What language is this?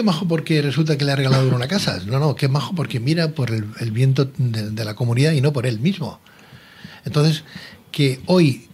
Spanish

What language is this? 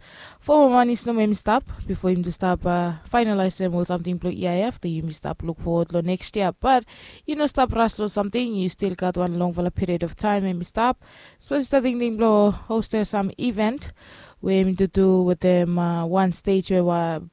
Bislama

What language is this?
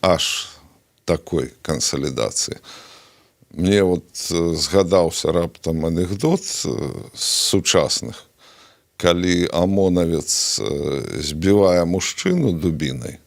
Belarusian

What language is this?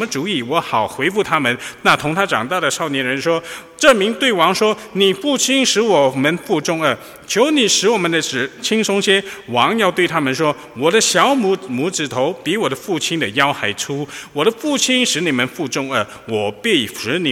Chinese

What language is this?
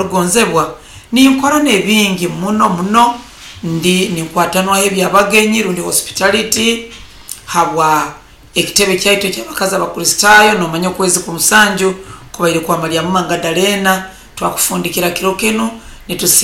Nyoro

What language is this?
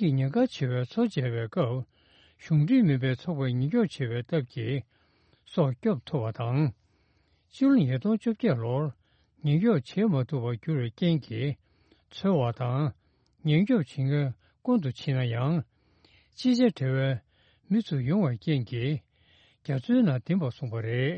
Tibetan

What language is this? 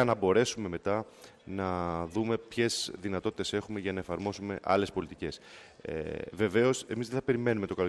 Greek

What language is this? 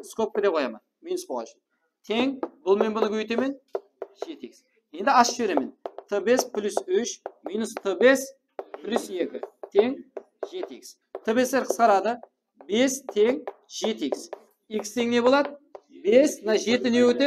Kara-Kalpak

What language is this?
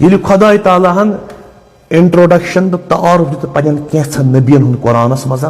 Kashmiri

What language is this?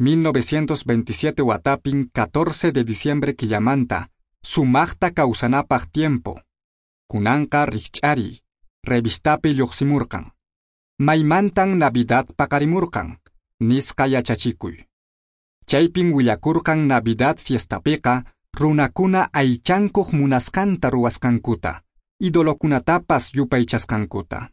Quechua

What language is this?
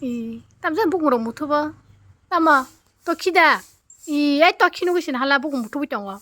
Kok Borok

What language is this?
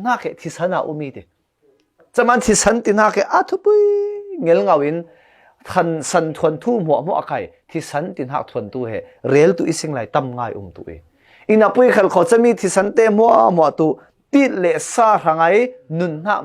Falam Chin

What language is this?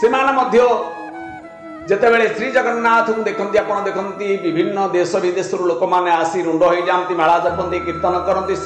Odia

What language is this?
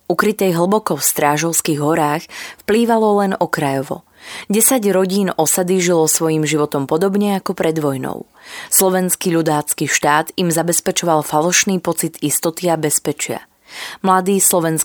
Slovak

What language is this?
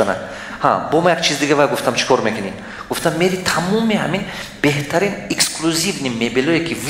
Tajik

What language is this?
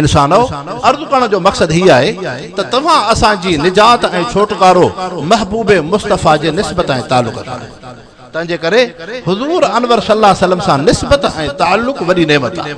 Sindhi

